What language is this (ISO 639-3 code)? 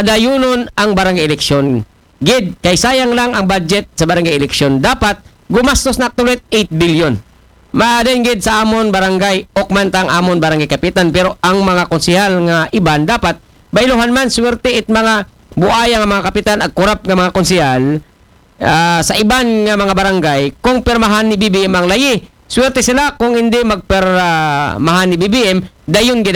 akl